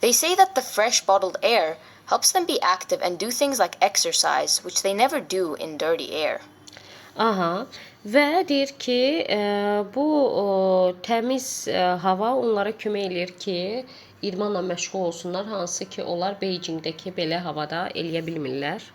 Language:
Azerbaijani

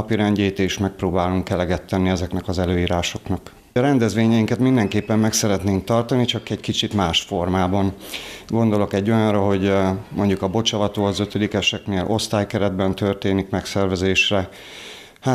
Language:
Hungarian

